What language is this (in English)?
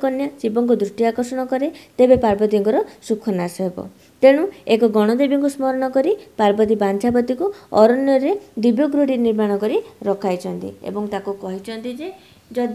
Odia